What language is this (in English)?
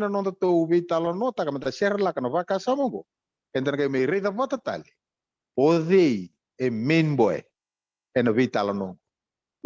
Fijian